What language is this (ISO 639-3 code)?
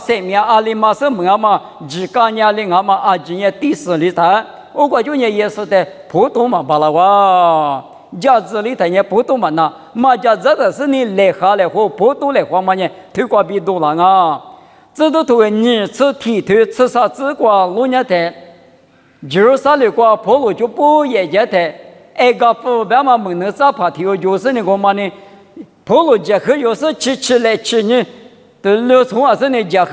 lis